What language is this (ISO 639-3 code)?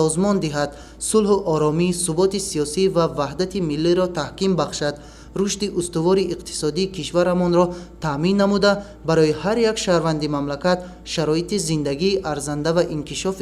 tgk